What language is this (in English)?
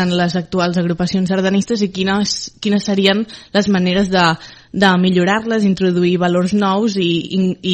Catalan